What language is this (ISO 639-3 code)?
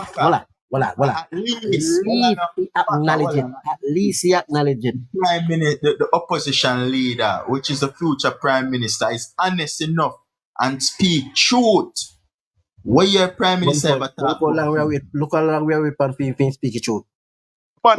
jam